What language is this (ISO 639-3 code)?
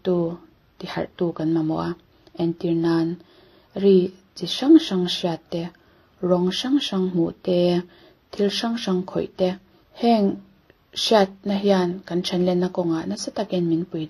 lus